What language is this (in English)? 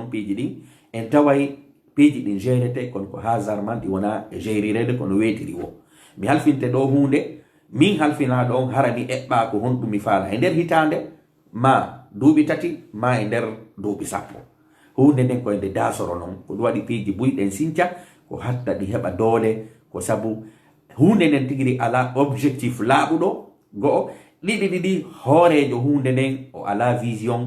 Fula